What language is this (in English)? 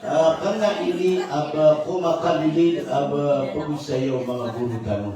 Maranao